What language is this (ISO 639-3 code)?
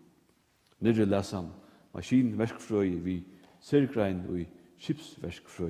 fao